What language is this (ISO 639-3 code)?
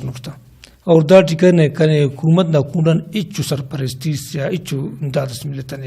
brh